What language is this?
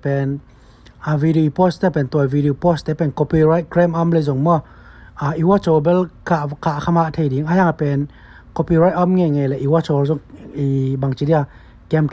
Tedim Chin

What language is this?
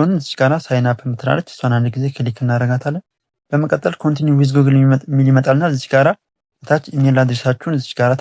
Amharic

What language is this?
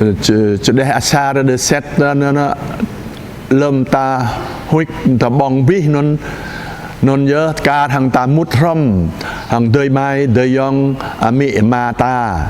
Jarai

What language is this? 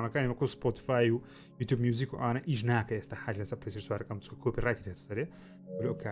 Central Kurdish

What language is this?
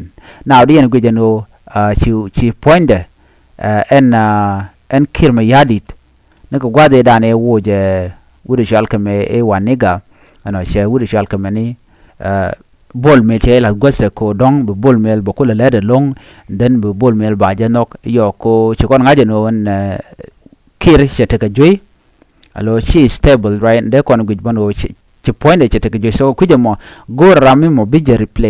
Nuer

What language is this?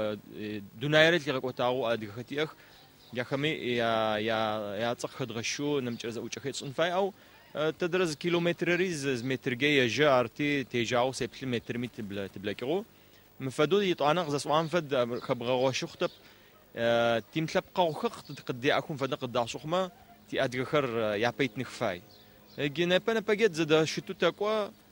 Adyghe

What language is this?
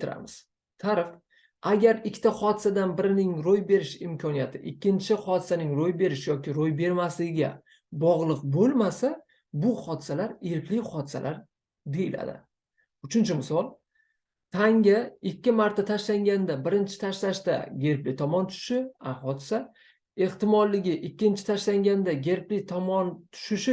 Uzbek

